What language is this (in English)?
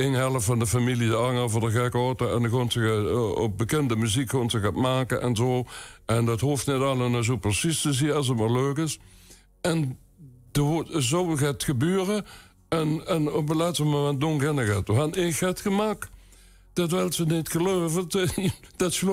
Limburgish